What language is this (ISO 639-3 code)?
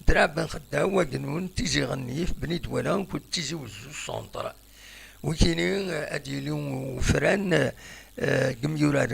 kab